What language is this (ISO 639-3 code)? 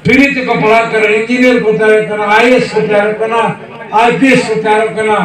sat